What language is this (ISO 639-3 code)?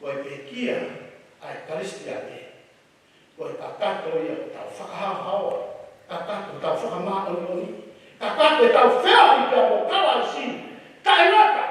ton